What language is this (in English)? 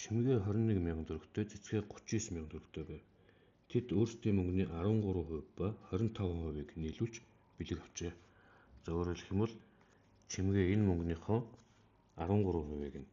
Mongolian